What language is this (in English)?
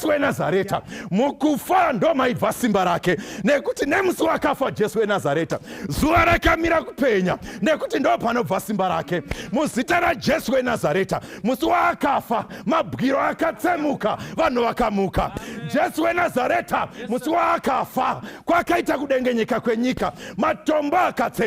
Shona